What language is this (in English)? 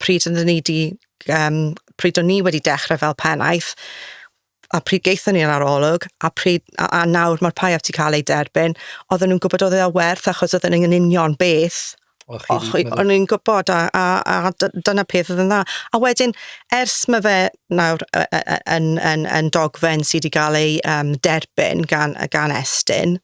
Welsh